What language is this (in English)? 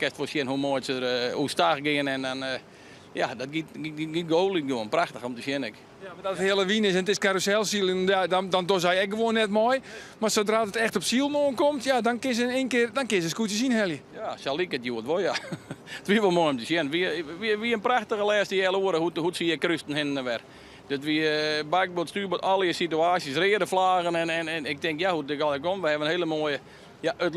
Western Frisian